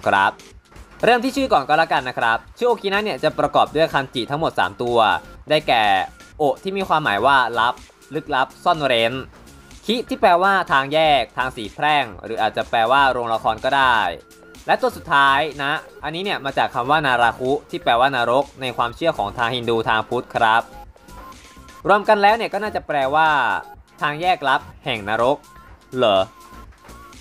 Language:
Thai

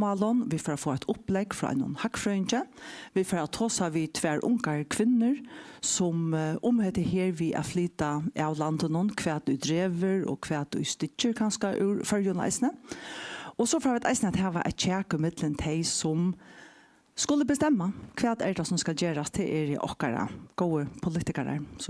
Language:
Faroese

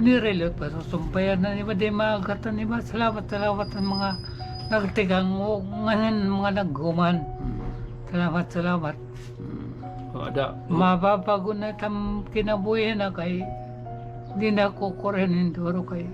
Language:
Waray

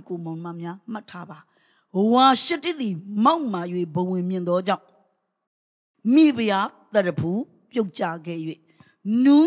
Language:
Burmese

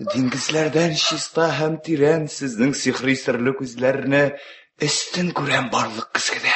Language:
Tatar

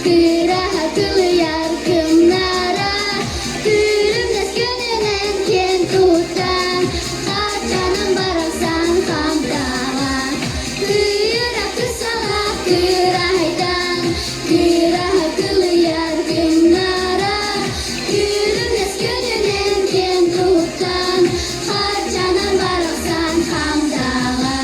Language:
Yakut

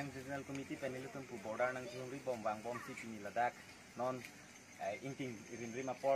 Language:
Karbi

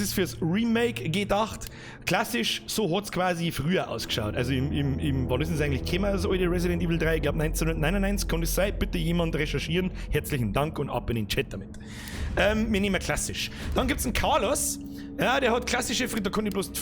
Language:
Bavarian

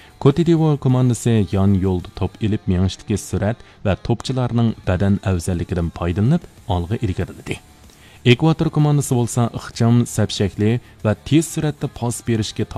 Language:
Uyghur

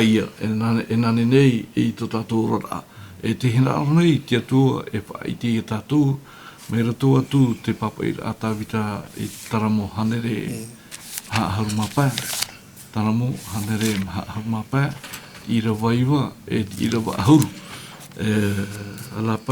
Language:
Tahitian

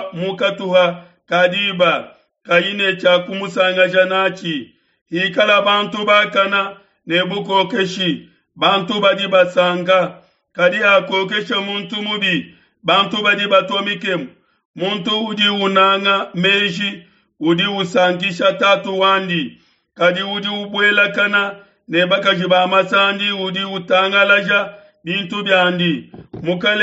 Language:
Luba-Lulua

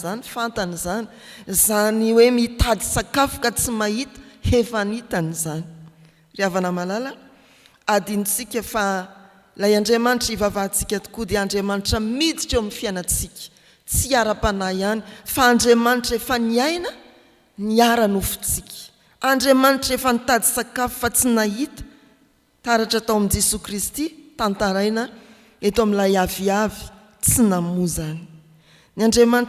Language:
Malagasy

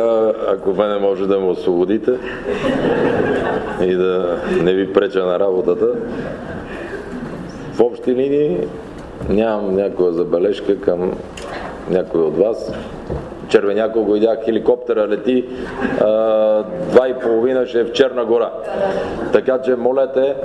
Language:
Bulgarian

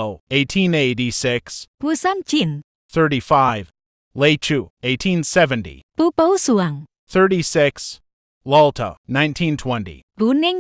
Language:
Tedim Chin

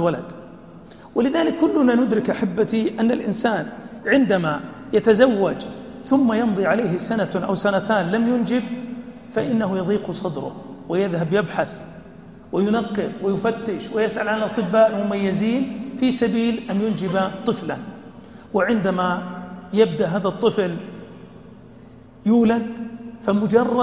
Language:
Arabic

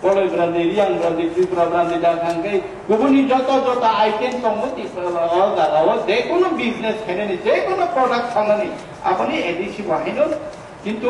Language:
Kok Borok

